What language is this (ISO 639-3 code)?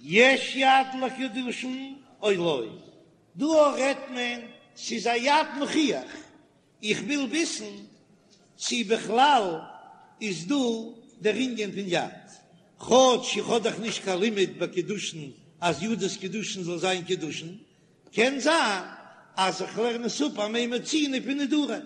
yid